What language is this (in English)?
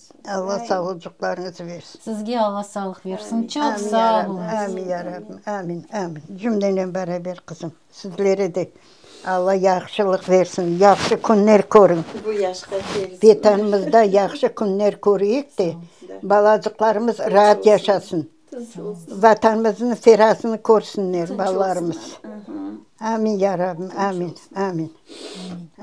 Crimean Tatar